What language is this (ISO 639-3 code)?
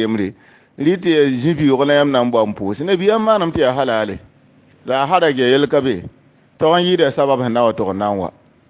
mos